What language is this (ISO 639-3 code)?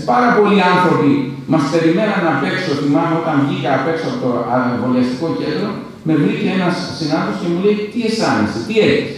ell